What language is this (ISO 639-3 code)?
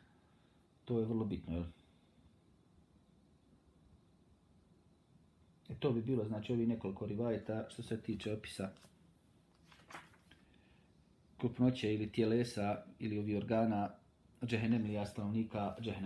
bos